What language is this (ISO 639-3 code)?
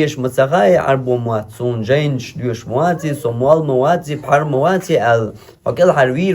che